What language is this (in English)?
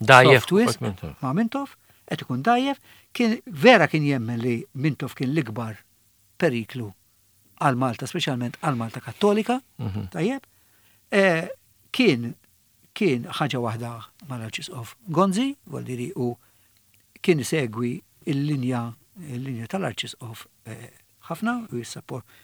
Maltese